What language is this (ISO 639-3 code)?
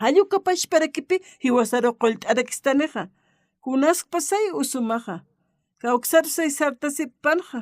aym